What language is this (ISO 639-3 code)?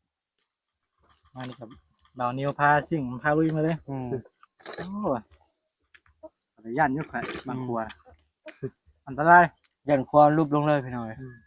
lao